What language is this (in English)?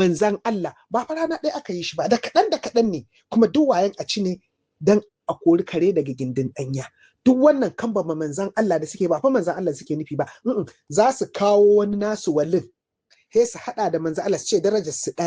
Hausa